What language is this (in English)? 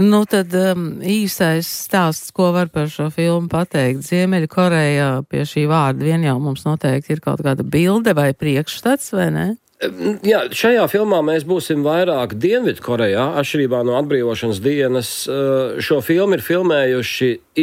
Latvian